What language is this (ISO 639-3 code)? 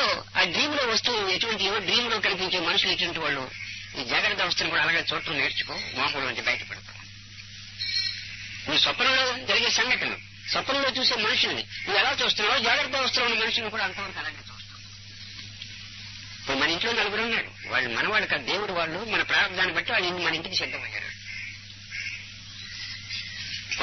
tel